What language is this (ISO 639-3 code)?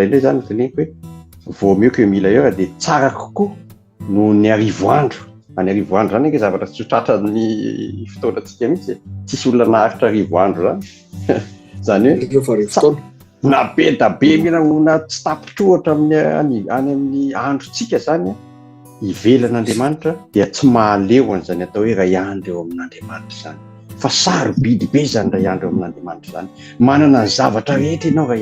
mlg